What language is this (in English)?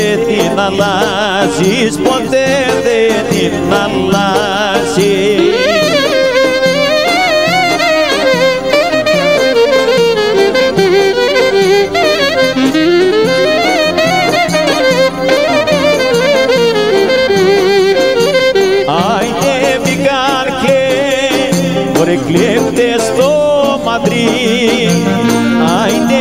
Greek